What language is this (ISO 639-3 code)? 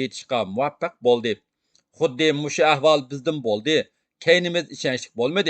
uig